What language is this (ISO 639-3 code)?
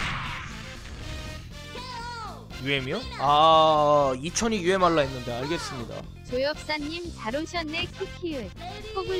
kor